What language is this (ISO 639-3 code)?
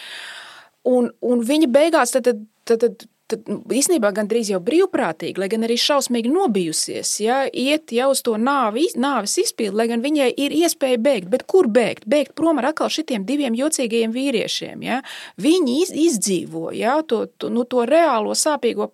lav